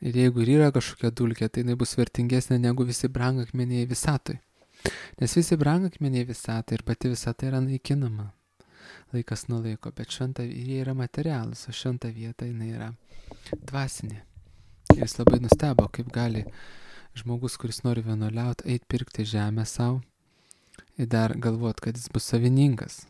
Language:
Lithuanian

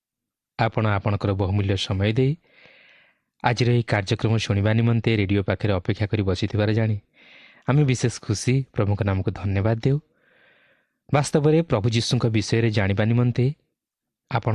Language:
Odia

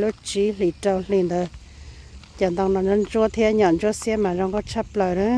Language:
Hmong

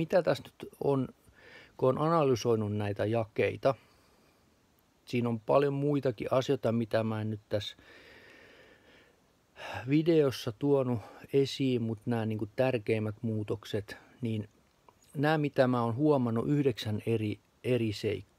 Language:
Finnish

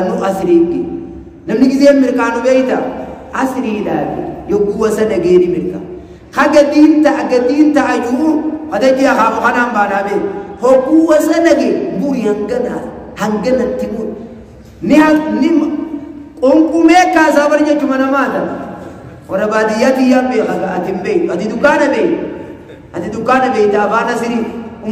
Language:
Oromo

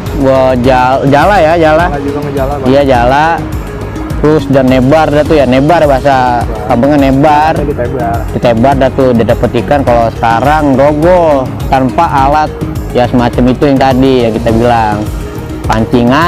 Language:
Betawi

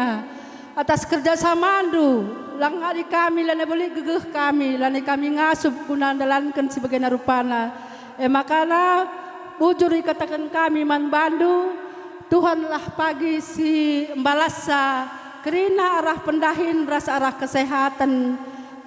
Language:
Batak Karo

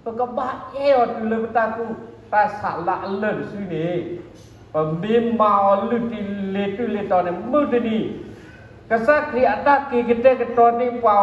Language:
S'gaw Karen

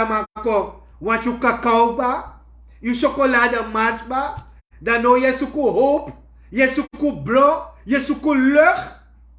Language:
Sranan Tongo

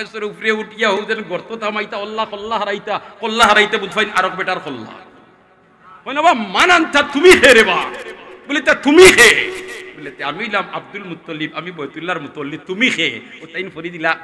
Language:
Sylheti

